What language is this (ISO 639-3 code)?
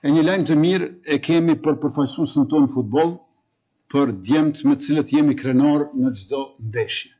sqi